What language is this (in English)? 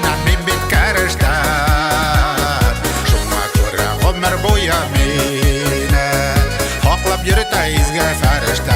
Bashkir